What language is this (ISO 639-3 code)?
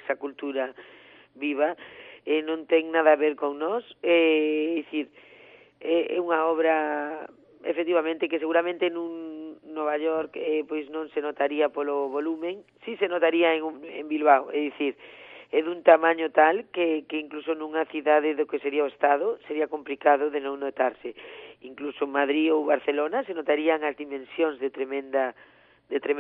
glg